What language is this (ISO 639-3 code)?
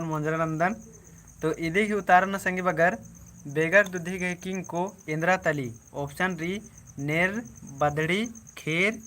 kru